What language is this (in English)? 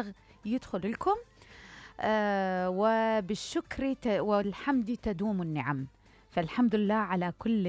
Mesopotamian Arabic